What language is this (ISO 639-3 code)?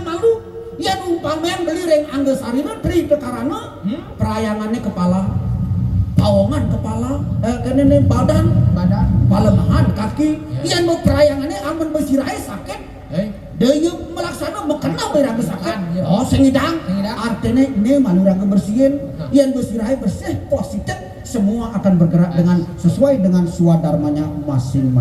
ban